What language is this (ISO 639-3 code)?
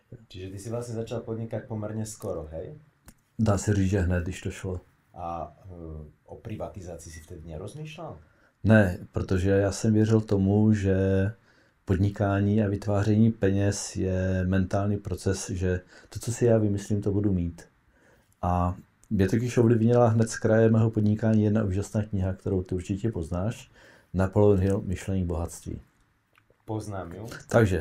ces